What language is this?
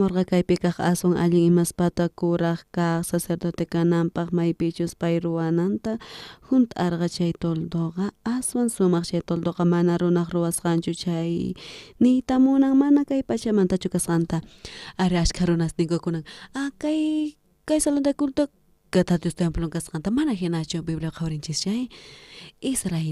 South Bolivian Quechua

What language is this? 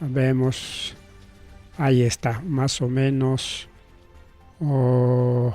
Ayacucho Quechua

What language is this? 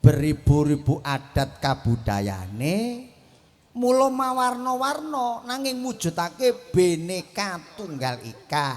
Javanese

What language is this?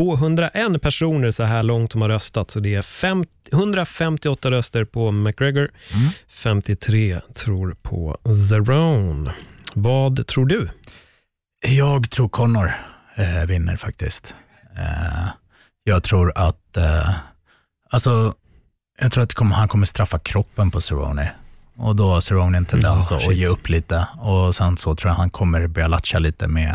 Swedish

